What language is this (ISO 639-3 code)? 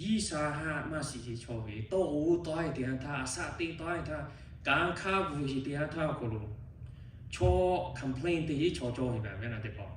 lhu